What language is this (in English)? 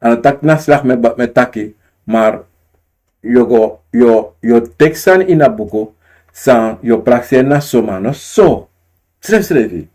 Sranan Tongo